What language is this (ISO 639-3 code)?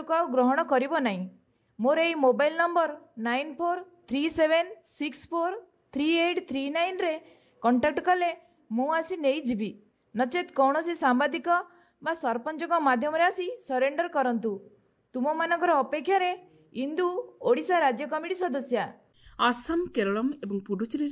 ori